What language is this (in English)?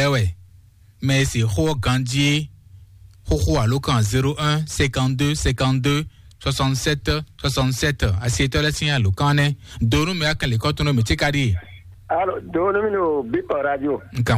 Fon